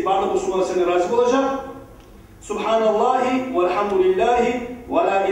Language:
Kumyk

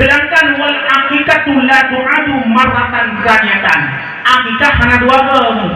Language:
Achinese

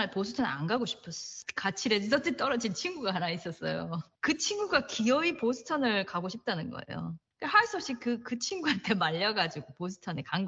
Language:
Korean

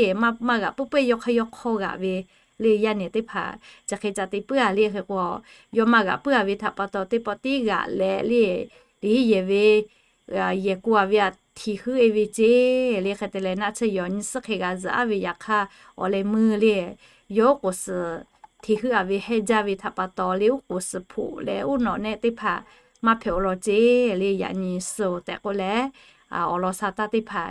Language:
Lahu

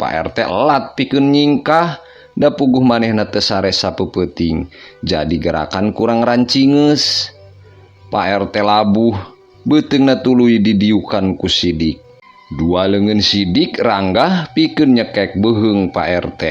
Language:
Sundanese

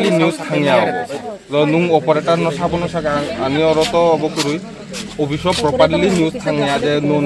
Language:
Riang (India)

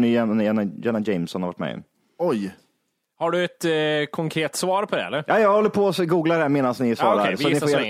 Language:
Swedish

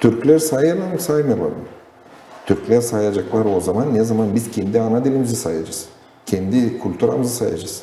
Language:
Gagauz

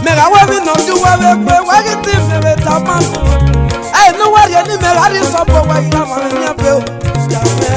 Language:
Esan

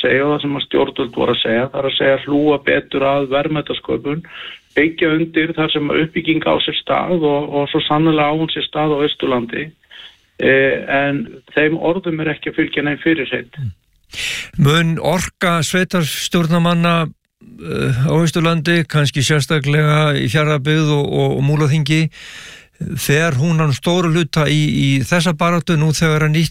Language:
Icelandic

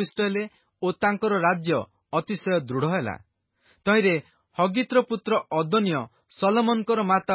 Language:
Odia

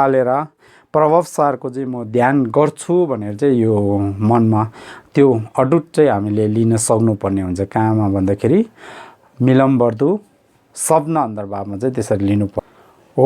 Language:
Nepali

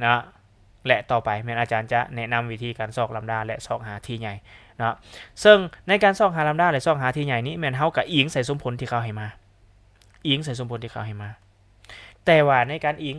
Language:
Lao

